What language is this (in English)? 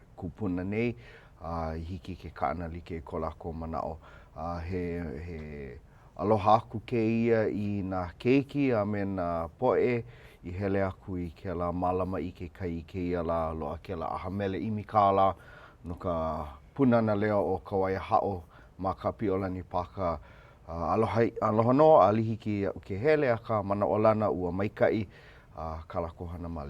Hawaiian